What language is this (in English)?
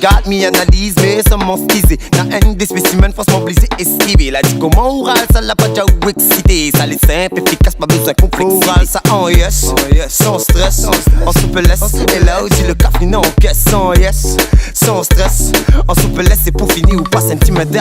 Réunion Creole French